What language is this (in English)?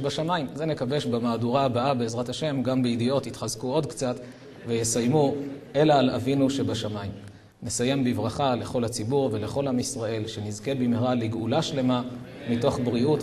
Hebrew